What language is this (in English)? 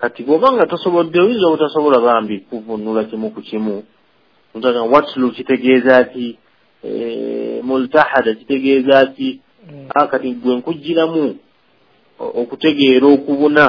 Ganda